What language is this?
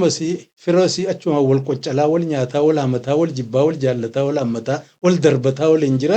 Oromo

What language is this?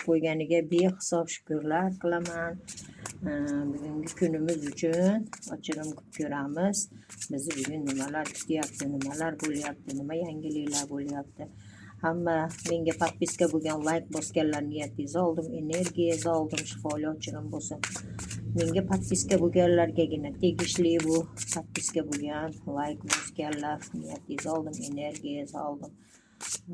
Uzbek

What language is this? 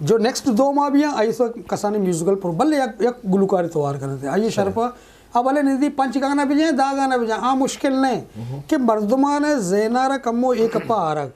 Eastern Balochi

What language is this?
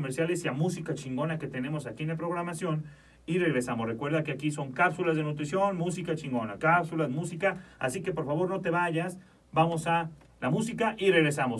Spanish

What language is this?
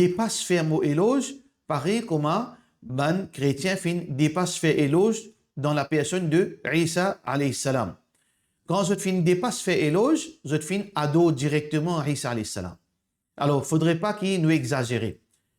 Morisyen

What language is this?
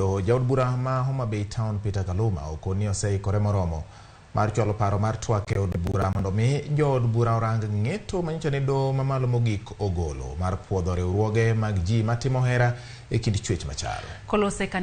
Luo (Kenya and Tanzania)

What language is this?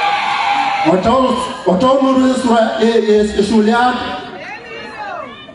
Swahili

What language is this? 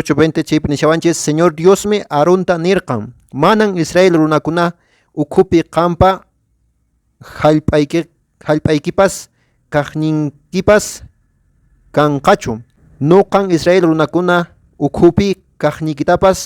Quechua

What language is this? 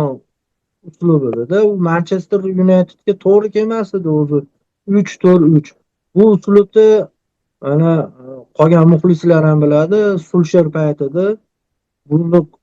Uzbek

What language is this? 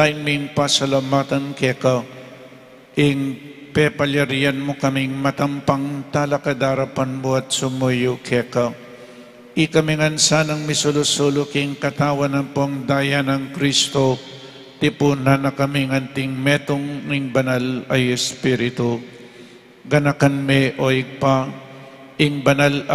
Pampanga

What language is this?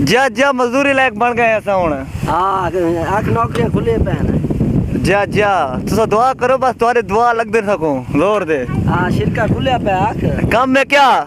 Saraiki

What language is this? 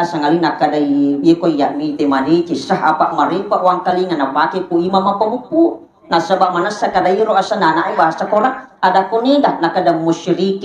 Buginese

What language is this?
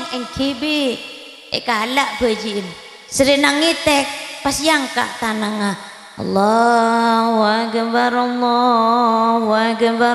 Madurese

